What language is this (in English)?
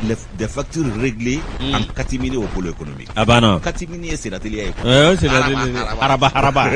Bambara